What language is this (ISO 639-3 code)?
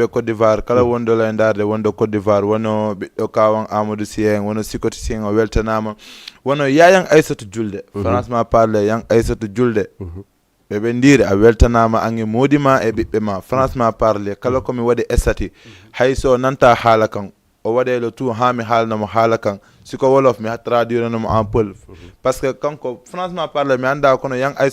ful